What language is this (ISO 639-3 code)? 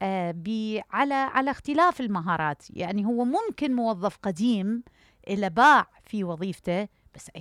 acm